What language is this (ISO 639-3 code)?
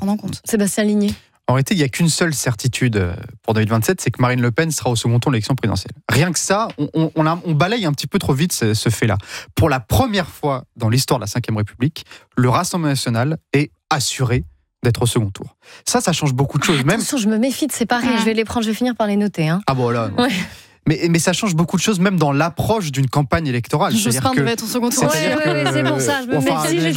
fra